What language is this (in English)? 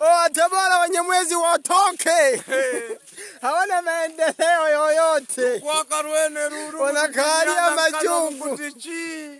Swahili